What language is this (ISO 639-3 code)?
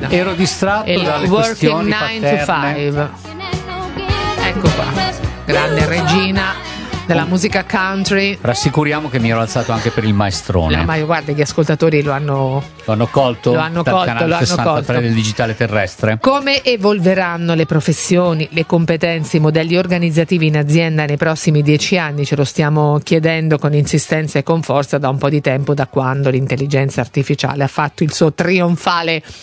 ita